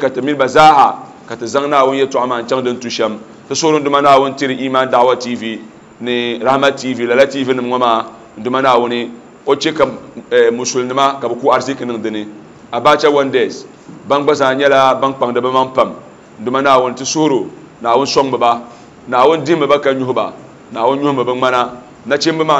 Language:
Dagbani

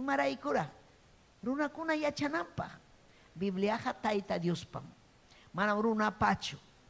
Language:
Ayacucho Quechua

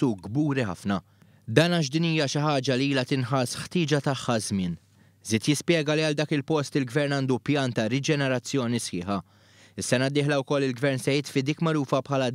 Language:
Maltese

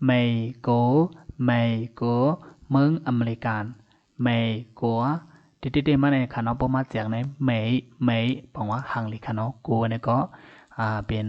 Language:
Shan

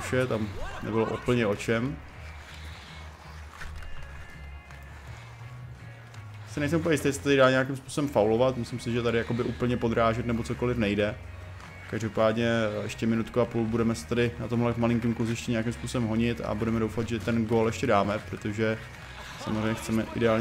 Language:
Czech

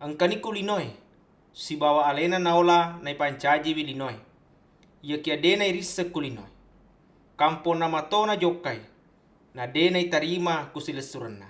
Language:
Buginese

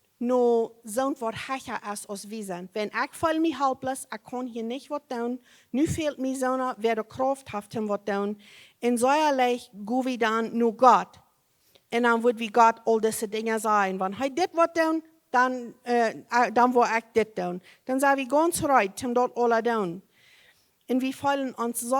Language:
Plautdietsch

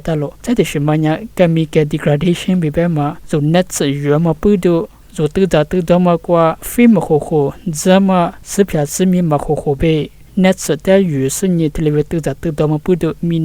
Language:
Lisu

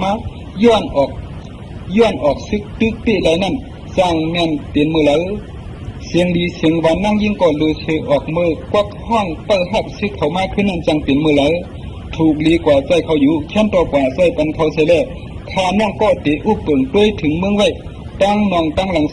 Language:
Shan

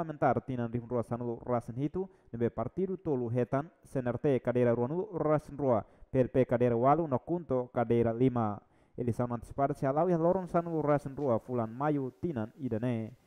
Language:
Tetum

